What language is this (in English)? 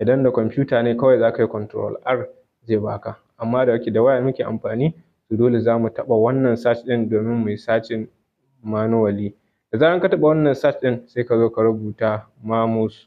Hausa